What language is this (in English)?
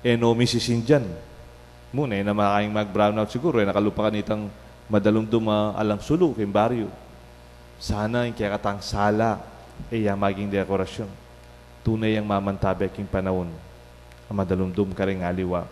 Pampanga